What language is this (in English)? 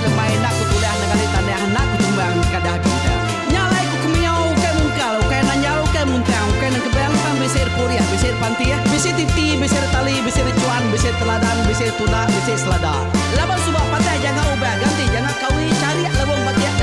Iban